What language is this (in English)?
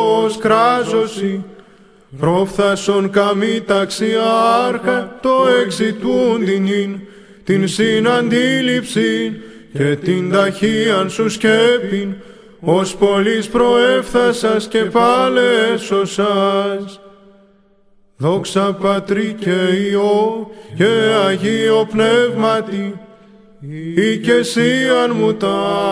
Greek